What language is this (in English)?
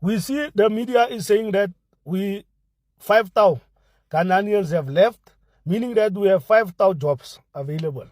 English